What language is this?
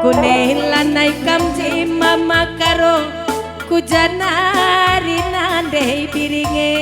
Batak Karo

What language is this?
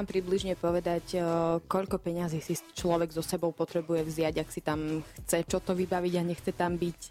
Slovak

